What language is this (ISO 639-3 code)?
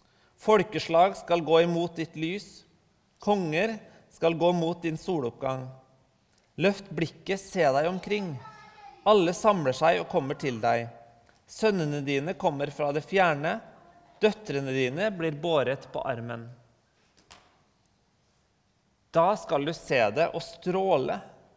nor